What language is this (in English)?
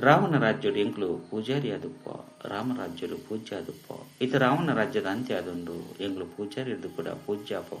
Tulu